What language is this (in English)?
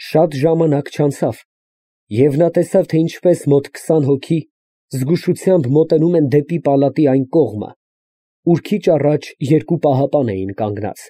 Armenian